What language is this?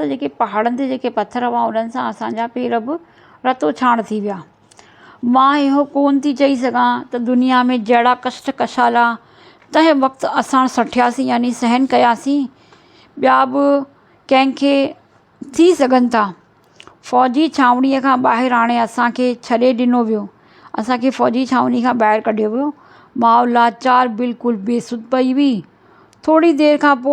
Sindhi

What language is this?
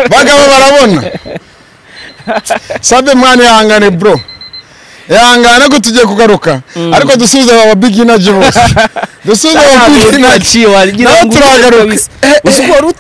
Kinyarwanda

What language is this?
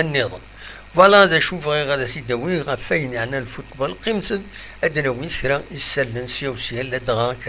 Kabyle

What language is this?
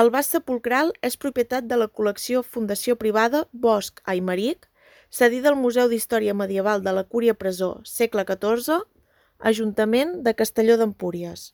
Catalan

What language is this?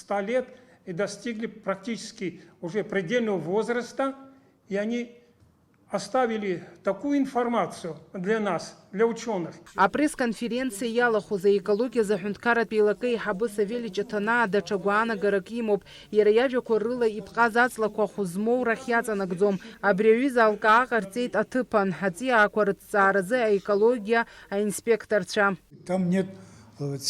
Abkhazian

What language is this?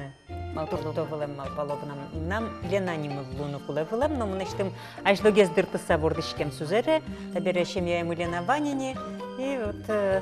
Udmurt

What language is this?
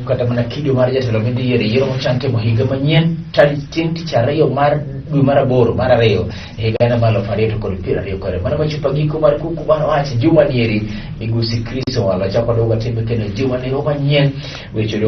Luo (Kenya and Tanzania)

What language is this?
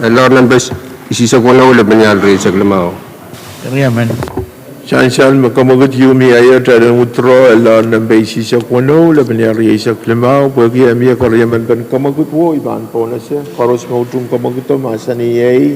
Pohnpeian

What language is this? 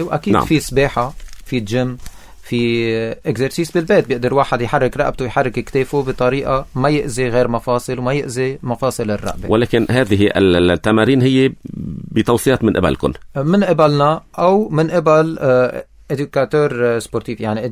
North Levantine Arabic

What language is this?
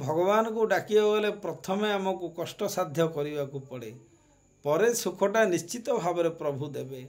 Odia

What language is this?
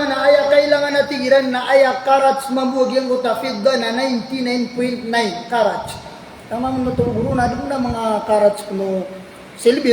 Maranao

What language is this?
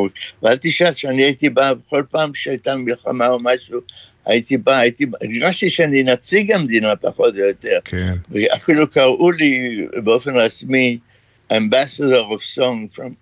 Hebrew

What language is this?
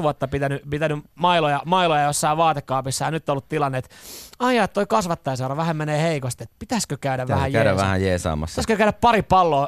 Finnish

